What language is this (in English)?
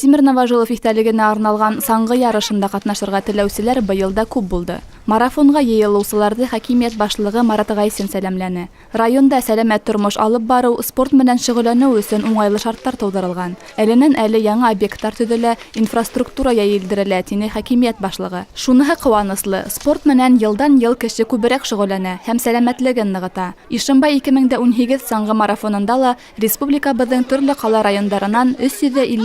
Bashkir